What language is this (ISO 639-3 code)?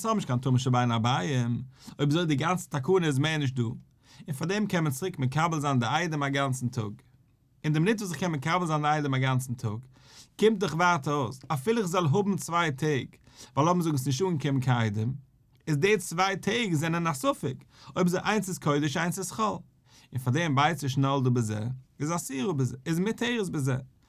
yid